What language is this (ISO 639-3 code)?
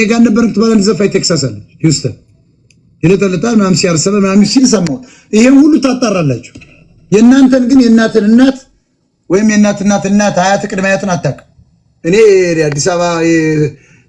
amh